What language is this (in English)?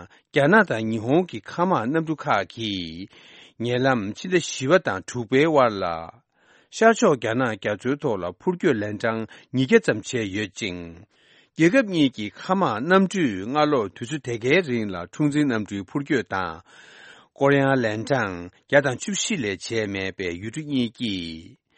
Tibetan